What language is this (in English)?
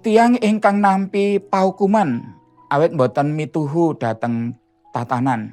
Javanese